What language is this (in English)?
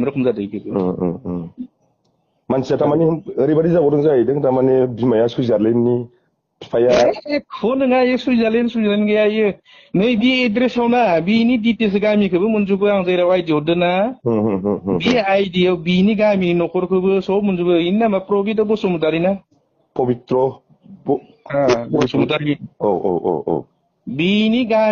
Bodo